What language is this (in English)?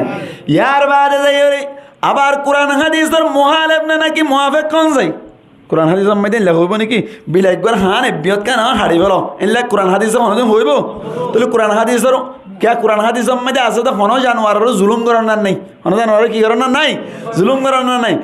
Rohingya